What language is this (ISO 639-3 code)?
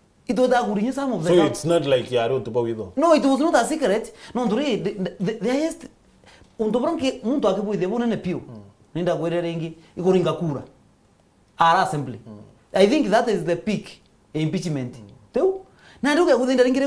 mer